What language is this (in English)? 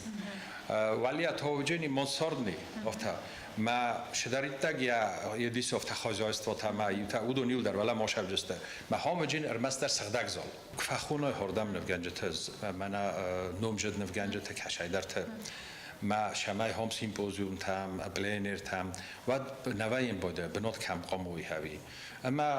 Ossetic